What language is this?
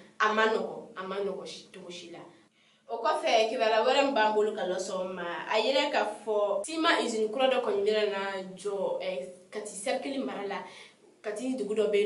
Bambara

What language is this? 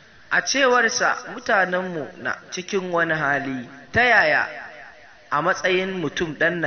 Hausa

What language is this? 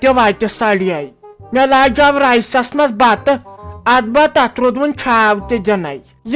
Kashmiri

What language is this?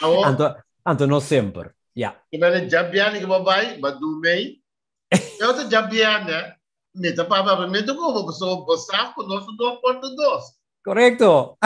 Papiamento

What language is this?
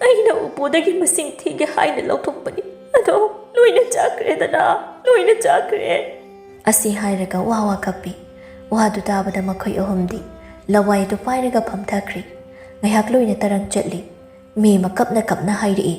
Manipuri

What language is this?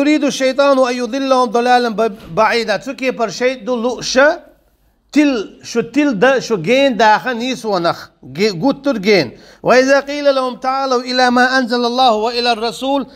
Chechen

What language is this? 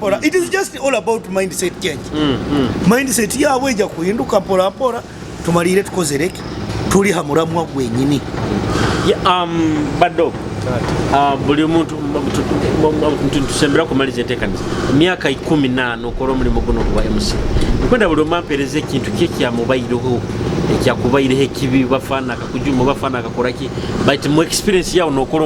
Nyoro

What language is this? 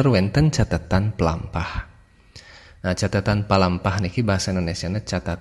Balinese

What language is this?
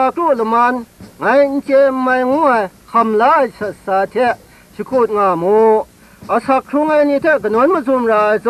Kachin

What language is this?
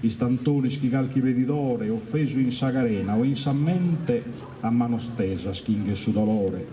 Sardinian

